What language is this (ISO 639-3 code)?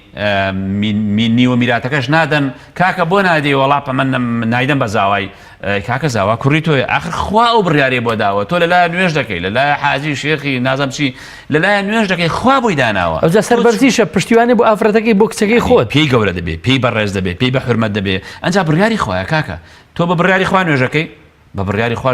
ckb